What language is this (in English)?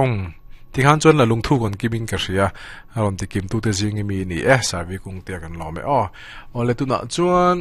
Mizo